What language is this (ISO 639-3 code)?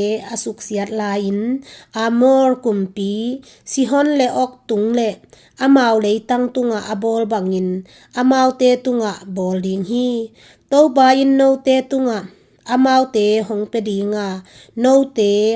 ctd